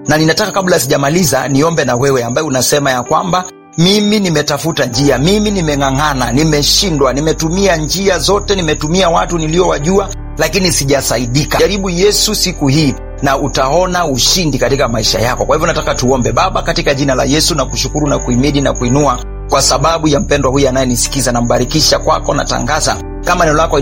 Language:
Swahili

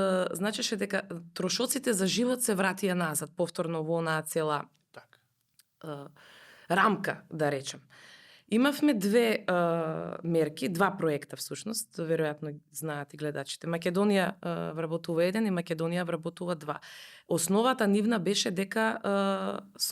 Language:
Macedonian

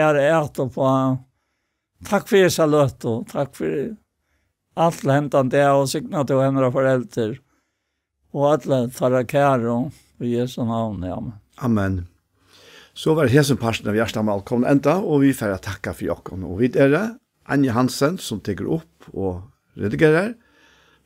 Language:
Faroese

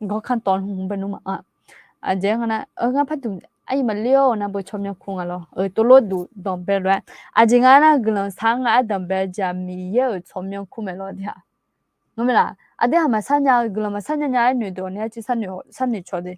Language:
Akha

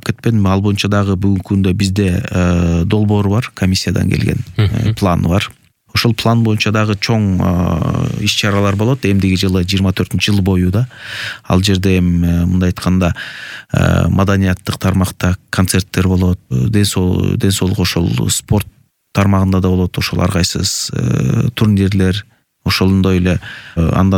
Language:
Kyrgyz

